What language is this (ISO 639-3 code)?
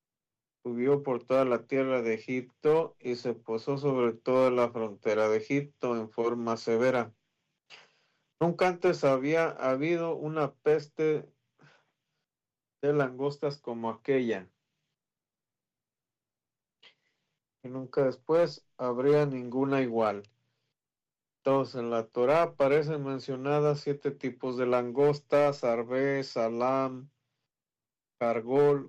spa